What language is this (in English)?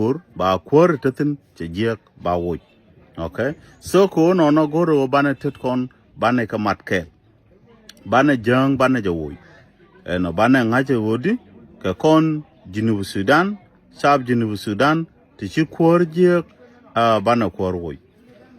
Nuer